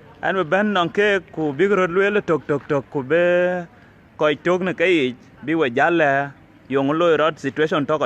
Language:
Dinka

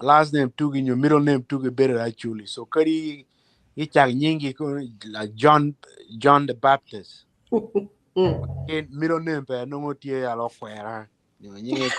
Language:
Acoli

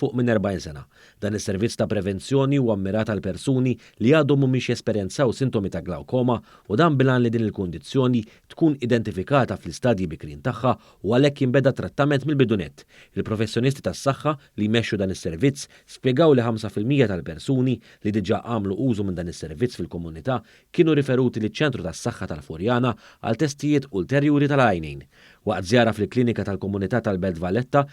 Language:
Maltese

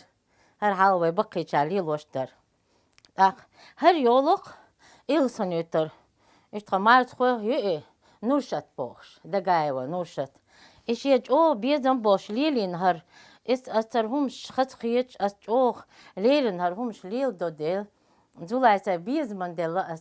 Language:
Chechen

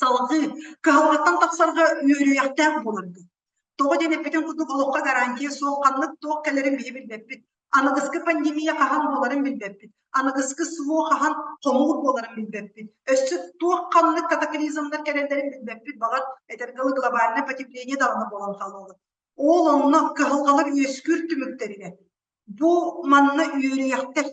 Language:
Yakut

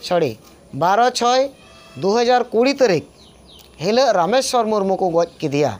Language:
Santali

